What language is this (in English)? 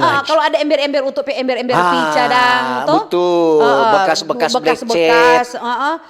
Manado Malay